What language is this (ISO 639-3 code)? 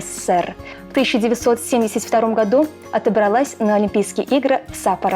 chv